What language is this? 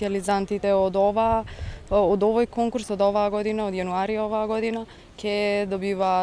Macedonian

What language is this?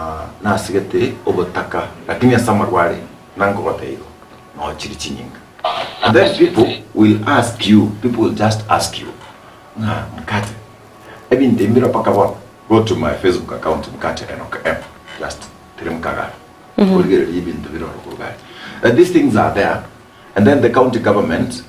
Gusii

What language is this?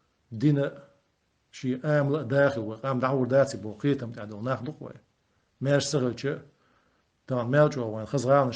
Chechen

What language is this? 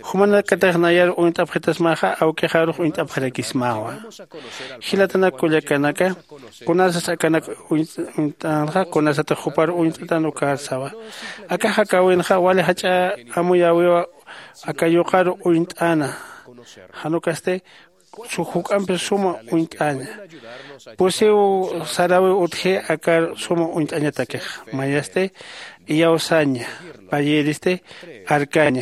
Aymara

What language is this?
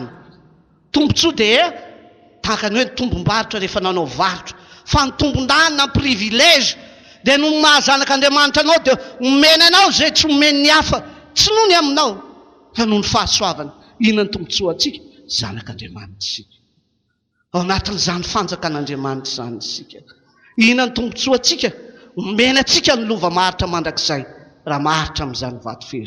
Malagasy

